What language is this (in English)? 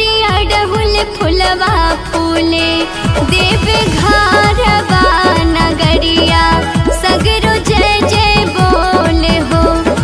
Bhojpuri